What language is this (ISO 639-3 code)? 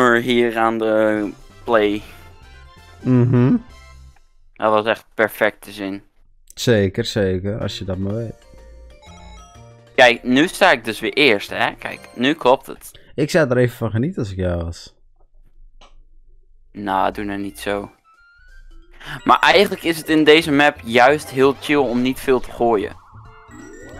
nld